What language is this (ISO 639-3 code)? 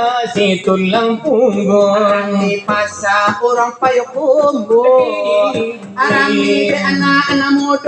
min